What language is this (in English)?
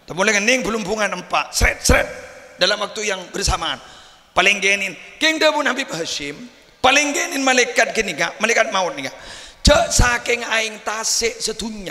Madurese